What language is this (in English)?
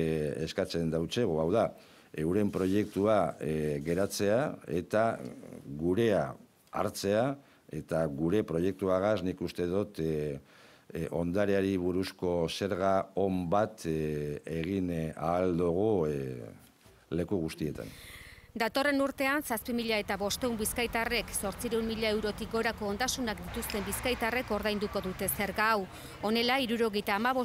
Basque